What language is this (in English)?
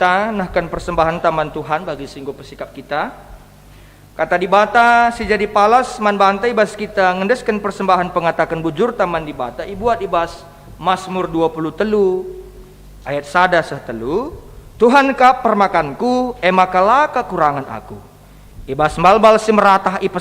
Batak Karo